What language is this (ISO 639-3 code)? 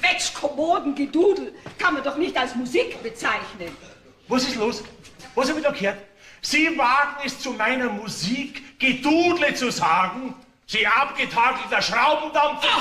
bar